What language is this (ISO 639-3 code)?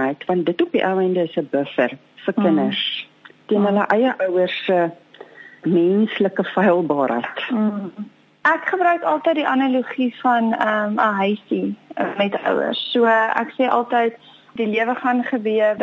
afr